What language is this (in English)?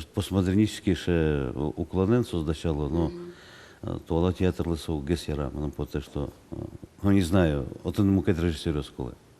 Udmurt